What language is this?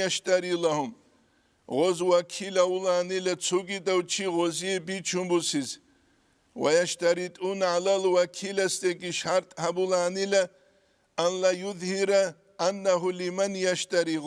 Avaric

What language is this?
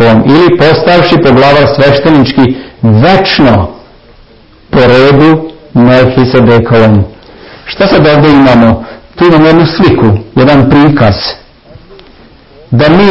Serbian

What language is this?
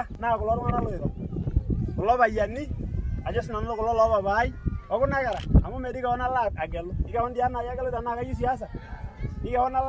Masai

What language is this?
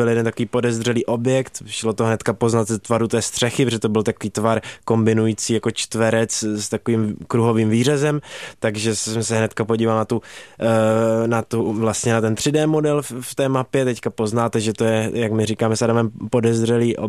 Czech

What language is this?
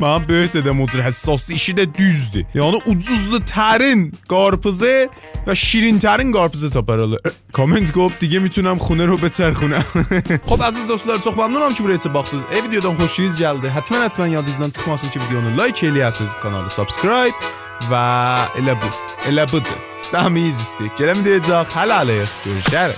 South Azerbaijani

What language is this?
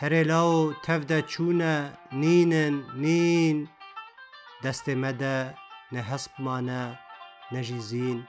Kurdish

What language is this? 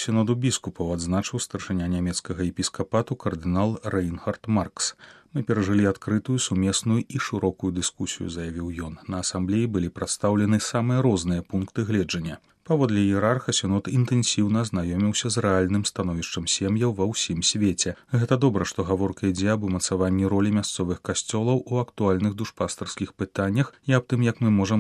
Belarusian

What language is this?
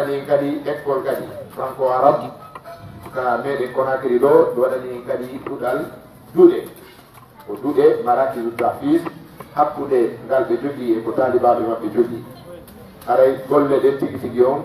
Pular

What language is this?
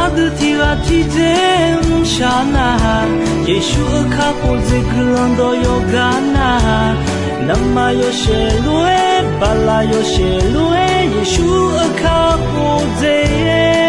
Akha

